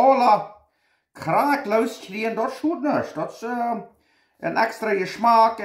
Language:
Plautdietsch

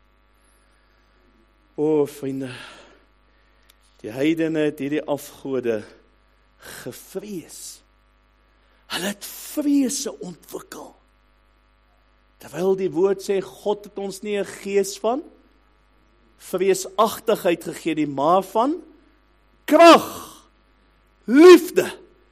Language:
Afrikaans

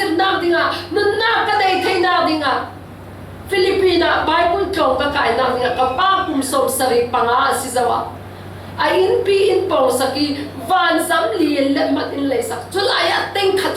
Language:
Falam Chin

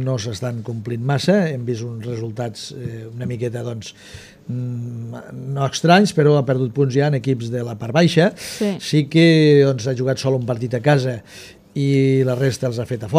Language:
Catalan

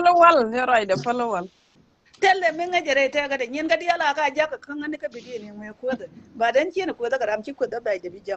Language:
Nuer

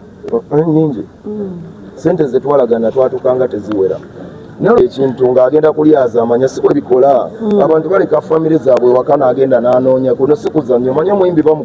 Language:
Ganda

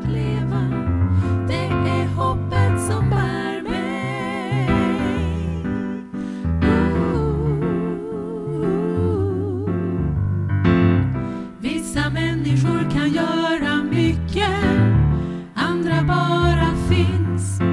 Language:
Swedish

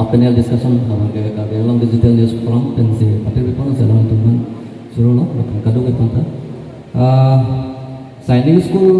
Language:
Karbi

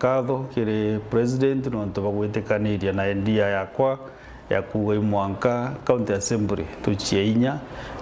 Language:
Meru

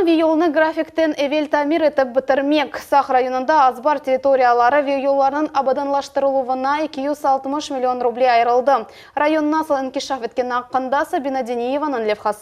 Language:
Crimean Tatar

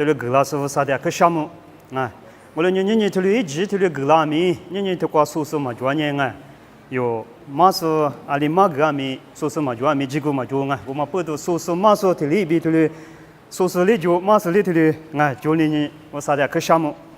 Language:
Lisu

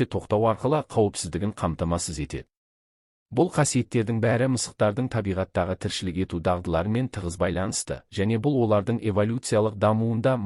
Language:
Kazakh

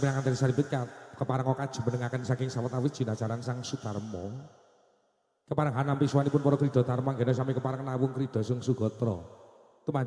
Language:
Javanese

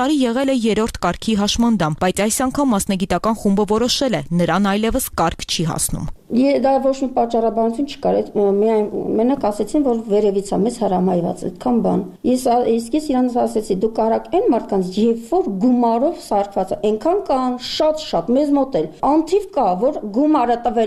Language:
Armenian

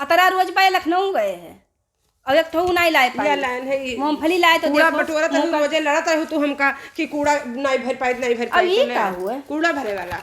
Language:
Awadhi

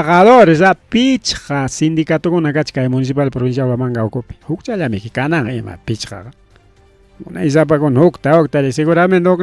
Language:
Ayacucho Quechua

